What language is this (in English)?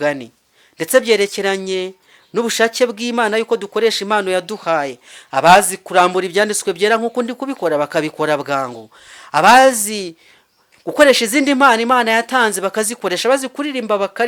Kinyarwanda